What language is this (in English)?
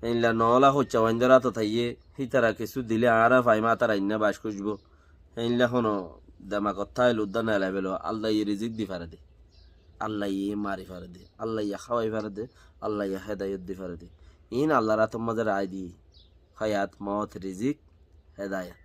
Rohingya